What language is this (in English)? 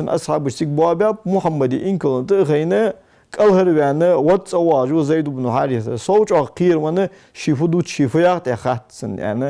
Ingush